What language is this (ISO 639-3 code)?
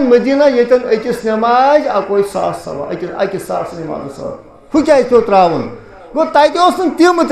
kas